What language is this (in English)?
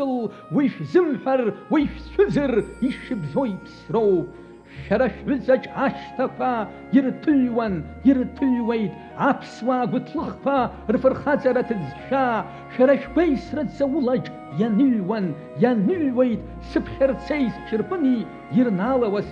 Abkhazian